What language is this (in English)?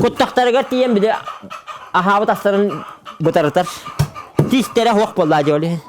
Yakut